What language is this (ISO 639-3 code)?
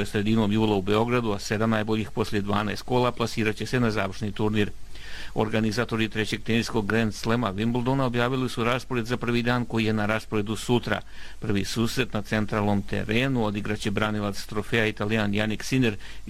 bos